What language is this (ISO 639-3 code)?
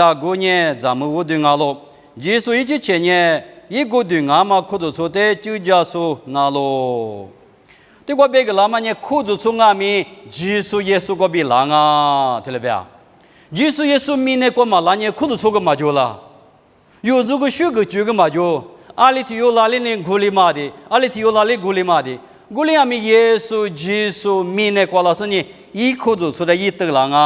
lis